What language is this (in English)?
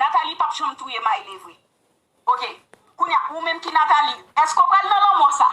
Haitian Creole